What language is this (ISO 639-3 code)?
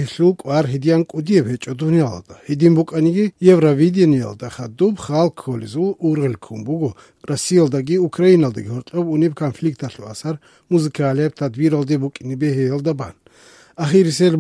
ava